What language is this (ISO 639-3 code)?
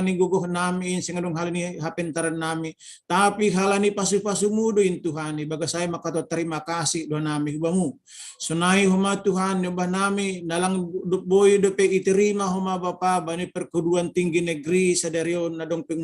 bts